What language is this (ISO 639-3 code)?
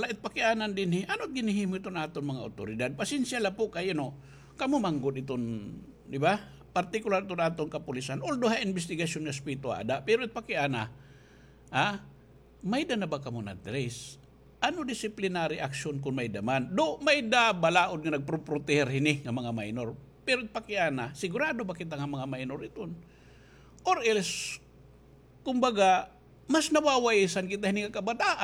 war